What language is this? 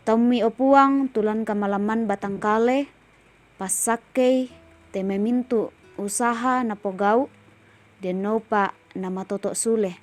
Toraja-Sa'dan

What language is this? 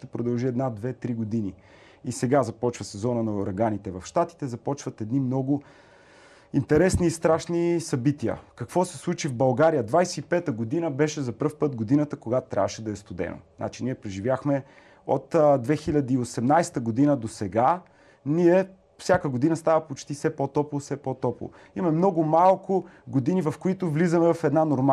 Bulgarian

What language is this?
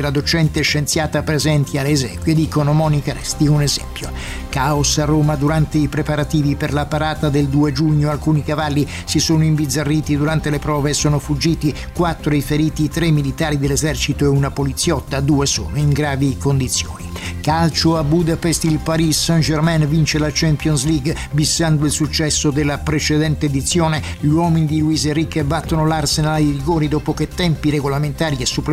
Italian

